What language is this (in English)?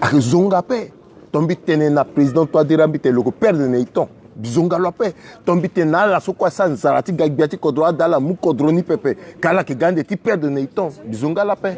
Sango